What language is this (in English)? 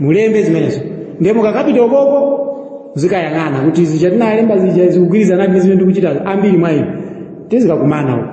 Nyanja